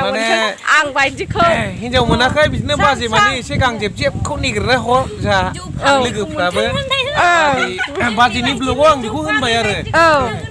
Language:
Bodo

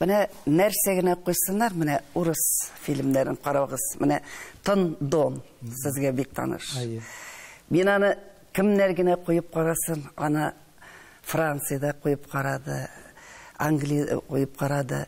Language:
Tatar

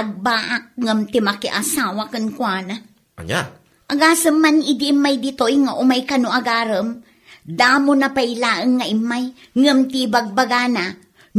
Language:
Iloko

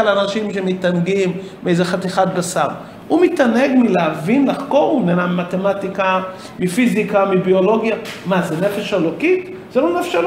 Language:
Hebrew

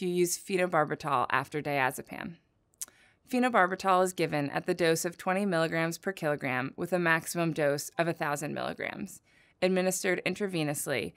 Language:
English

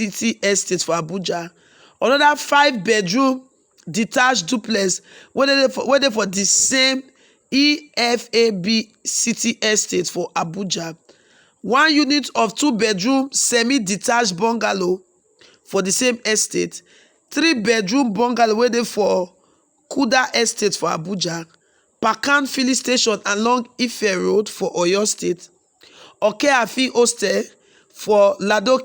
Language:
Nigerian Pidgin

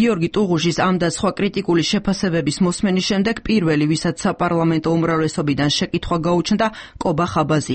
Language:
Georgian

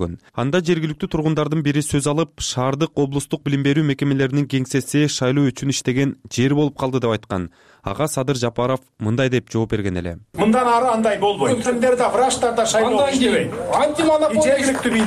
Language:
Kyrgyz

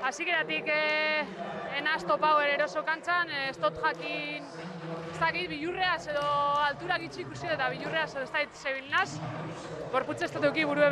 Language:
Basque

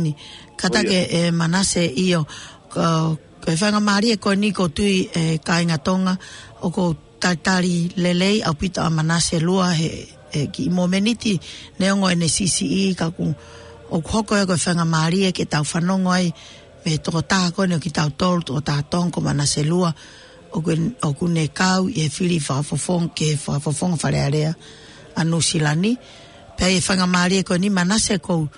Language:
Tongan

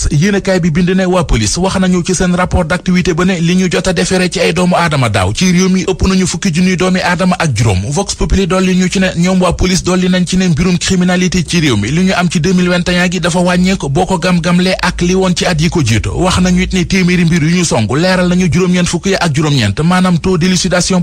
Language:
Wolof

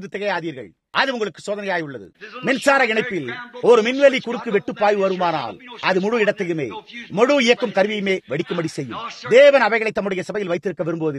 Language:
Tamil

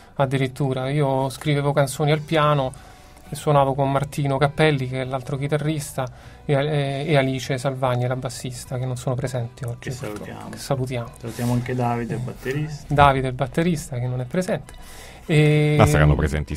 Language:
Italian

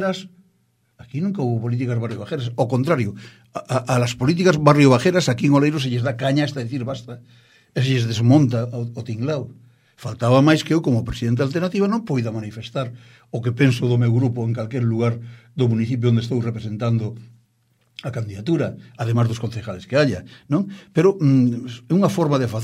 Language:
Galician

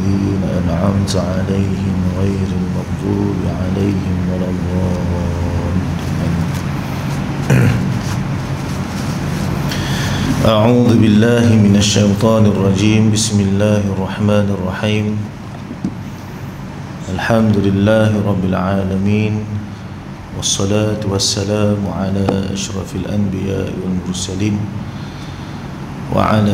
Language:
Malay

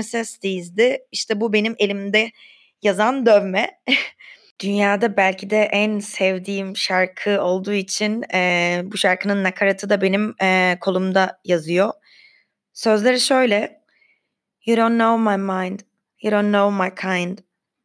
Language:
Turkish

